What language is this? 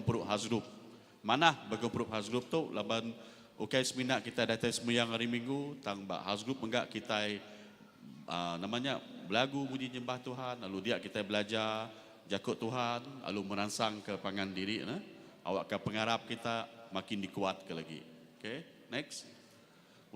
Iban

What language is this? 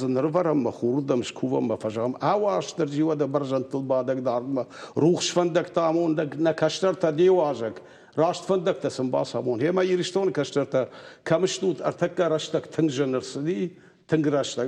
Ossetic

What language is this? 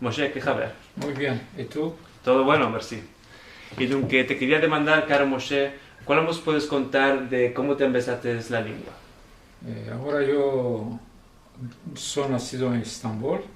Ladino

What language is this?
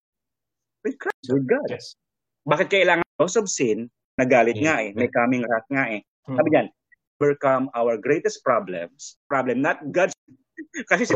Filipino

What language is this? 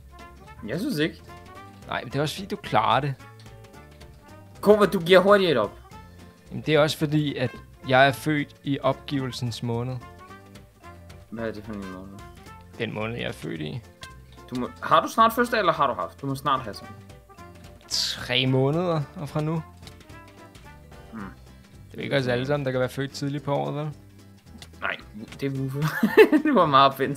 Danish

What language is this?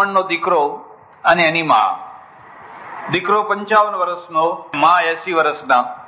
Gujarati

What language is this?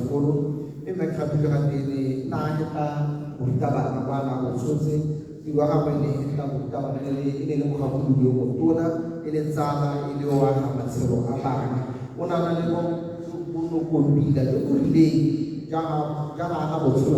Tswana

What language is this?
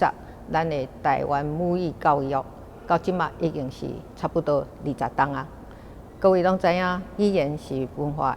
Min Nan Chinese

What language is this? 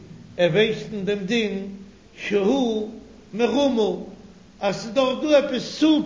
Yiddish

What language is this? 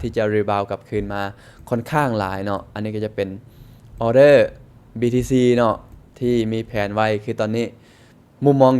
Lao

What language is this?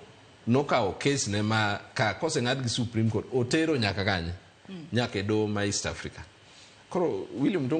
Luo (Kenya and Tanzania)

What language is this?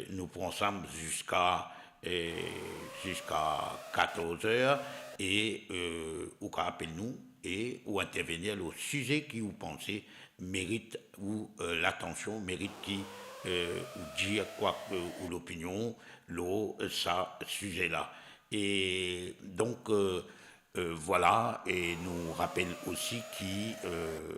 Morisyen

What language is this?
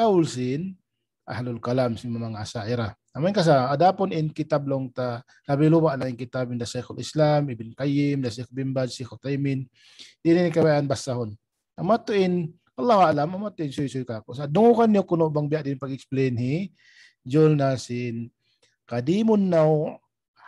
Tausug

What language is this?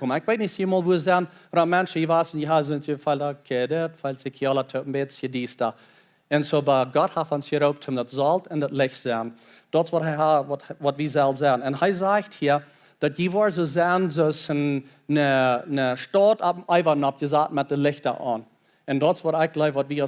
Plautdietsch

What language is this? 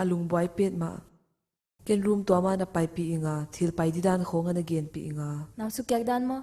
Paite Chin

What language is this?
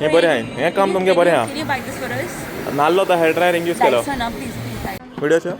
Konkani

